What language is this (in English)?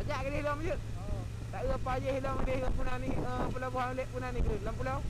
Achinese